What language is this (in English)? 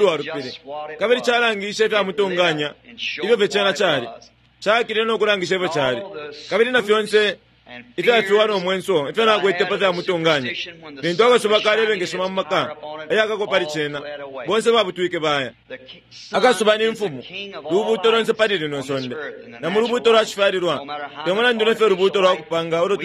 Bemba